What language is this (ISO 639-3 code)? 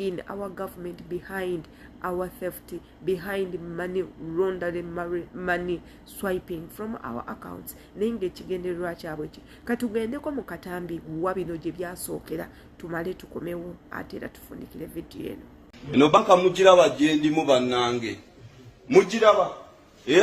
lug